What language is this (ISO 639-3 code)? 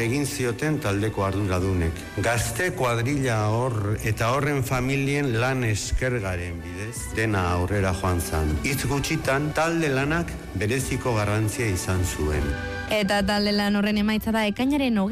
eus